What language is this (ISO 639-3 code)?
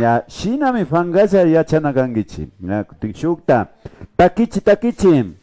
qvi